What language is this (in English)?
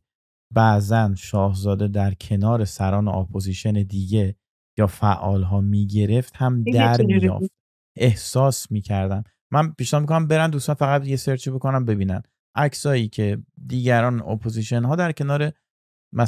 Persian